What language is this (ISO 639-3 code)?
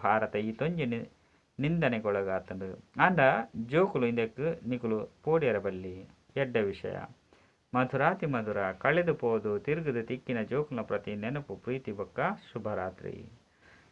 tcy